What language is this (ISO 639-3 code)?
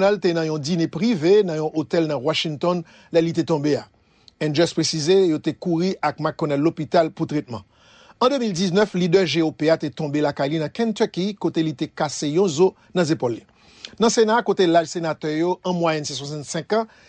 hat